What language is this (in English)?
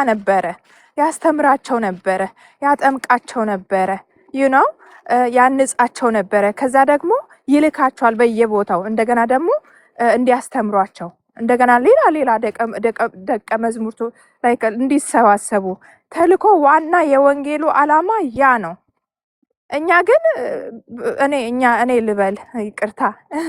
Amharic